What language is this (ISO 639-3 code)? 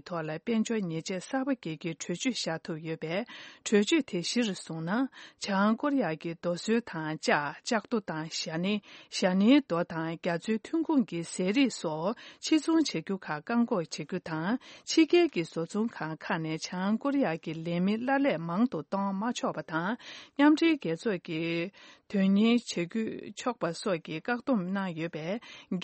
bod